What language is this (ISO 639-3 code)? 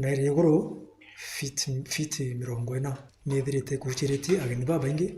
mer